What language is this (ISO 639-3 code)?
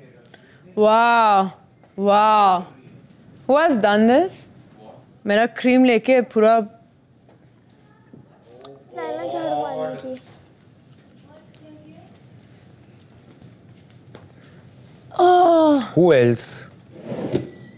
hin